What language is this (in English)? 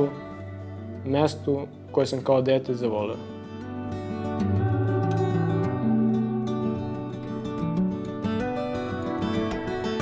Serbian